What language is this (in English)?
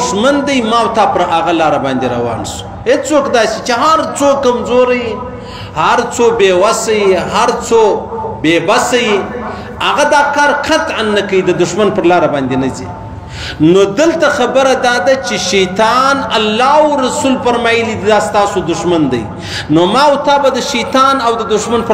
Pashto